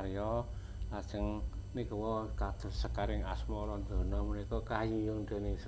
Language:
Javanese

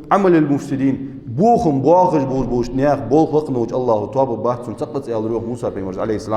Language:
Ingush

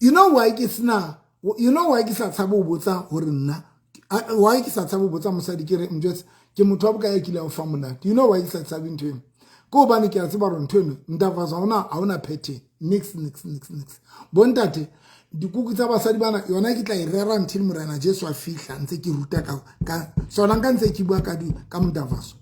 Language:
Southern Sotho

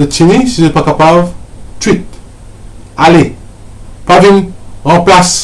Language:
Morisyen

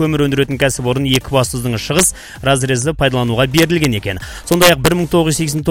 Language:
Kazakh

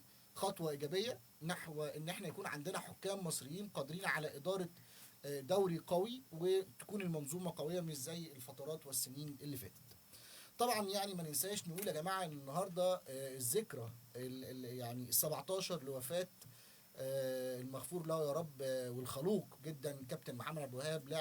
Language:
Egyptian Arabic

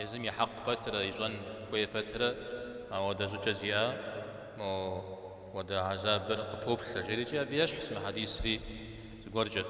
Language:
Kabardian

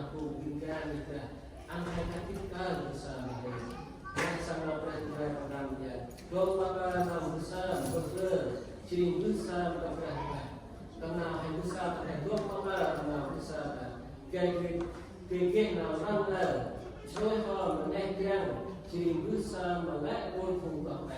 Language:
Central Mnong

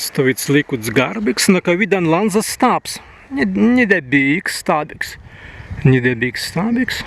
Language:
Prussian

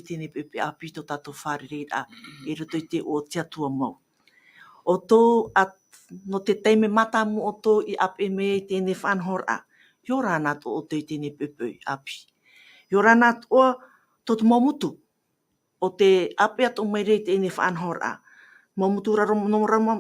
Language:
Tahitian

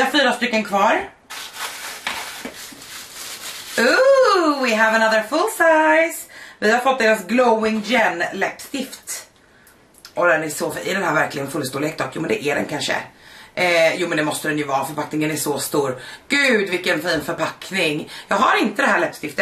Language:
Swedish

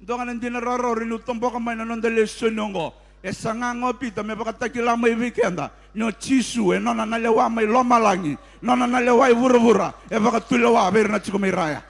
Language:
Fijian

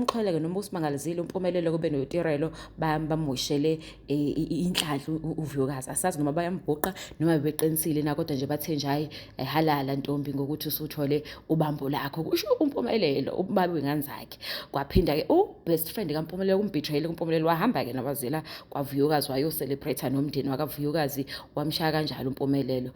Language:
Zulu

